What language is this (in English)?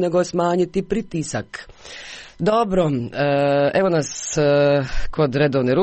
Croatian